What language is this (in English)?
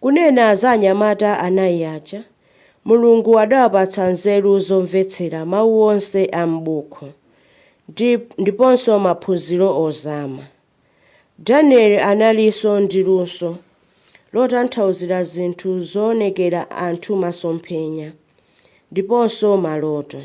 Nyanja